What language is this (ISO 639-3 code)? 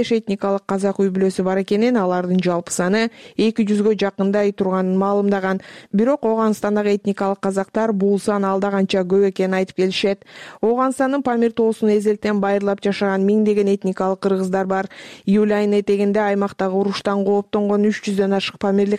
kir